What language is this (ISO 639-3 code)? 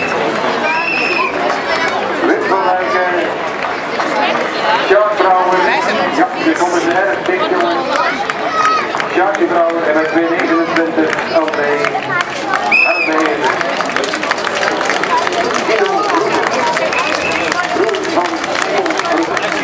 nld